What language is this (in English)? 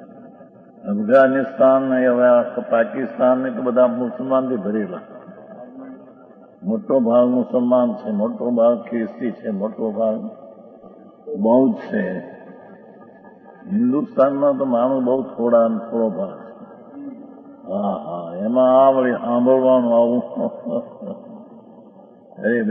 Gujarati